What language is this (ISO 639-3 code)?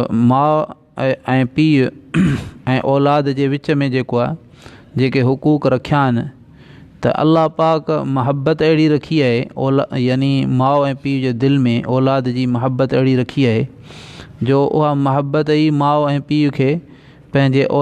snd